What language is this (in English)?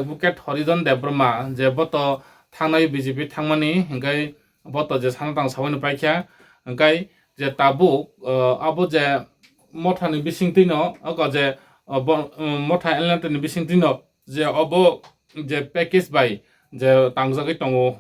Kok Borok